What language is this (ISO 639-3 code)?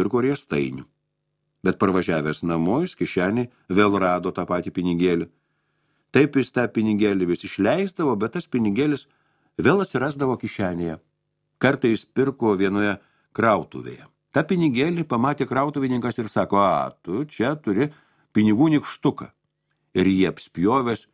lit